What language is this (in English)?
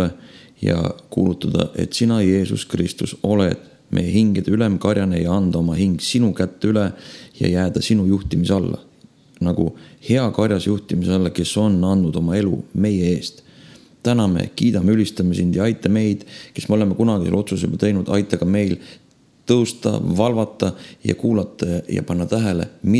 Estonian